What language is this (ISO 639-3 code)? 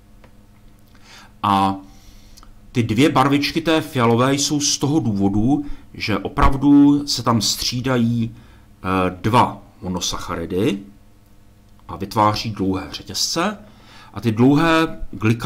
ces